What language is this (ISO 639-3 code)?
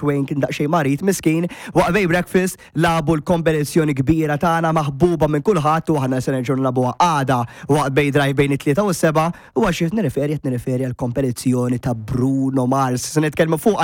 mlt